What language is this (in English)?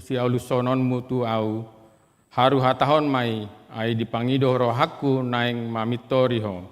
Batak Toba